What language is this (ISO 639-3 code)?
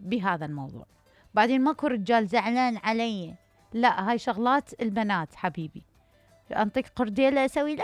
acm